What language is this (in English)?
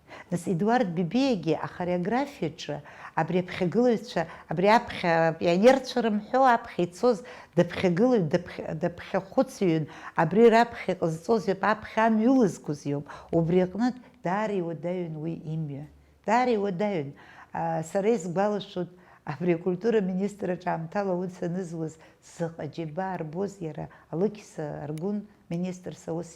Abkhazian